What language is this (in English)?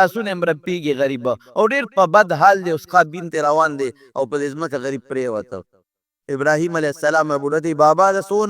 Pashto